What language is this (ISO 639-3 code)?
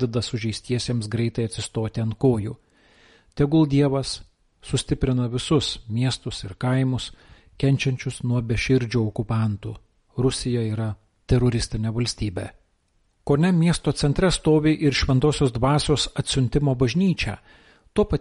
lit